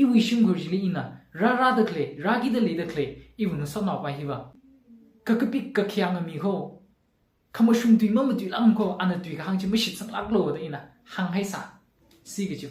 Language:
Tangkhul Naga (India)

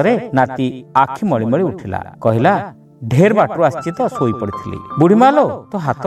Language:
Odia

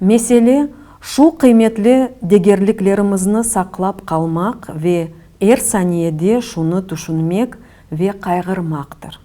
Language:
Crimean Tatar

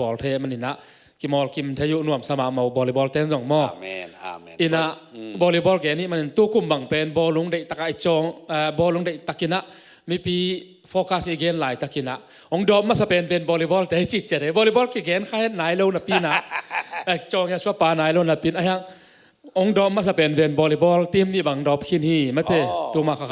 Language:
Tedim Chin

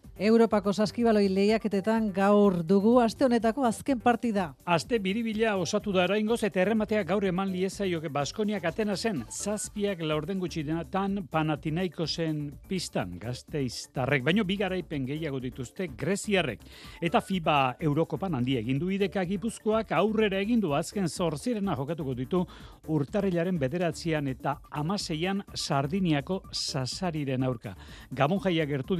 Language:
Basque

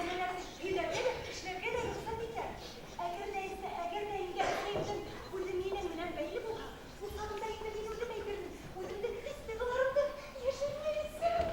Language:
Bashkir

